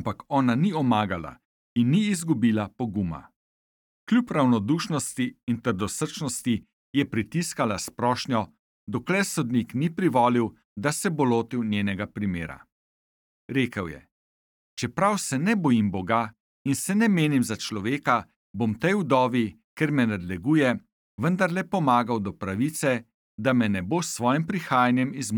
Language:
Slovenian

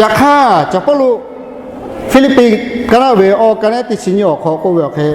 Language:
Lahu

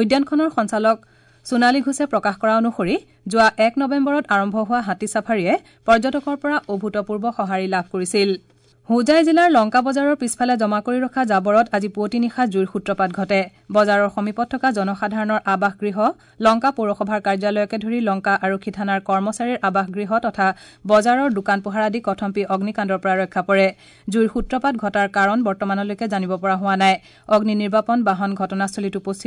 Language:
Assamese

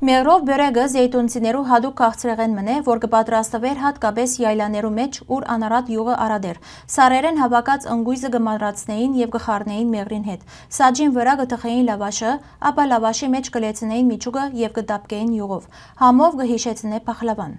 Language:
Western Armenian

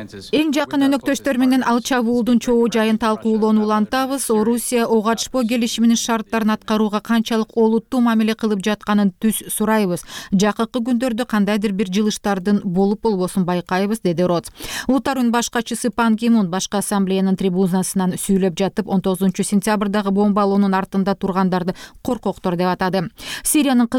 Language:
Kyrgyz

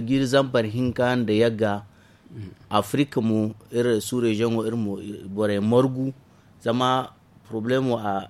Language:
Zarma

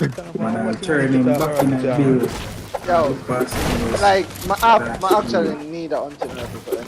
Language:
Jamaican Creole English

